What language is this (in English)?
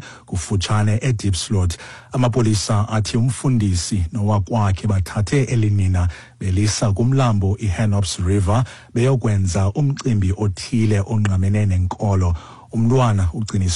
Xhosa